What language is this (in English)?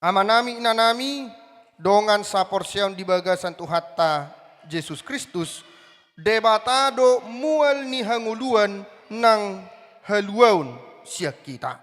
Batak Toba